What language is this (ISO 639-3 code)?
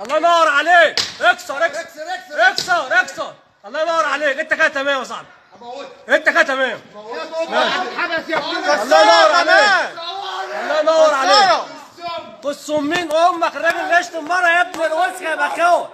arz